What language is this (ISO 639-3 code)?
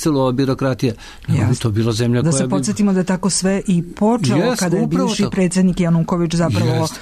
srp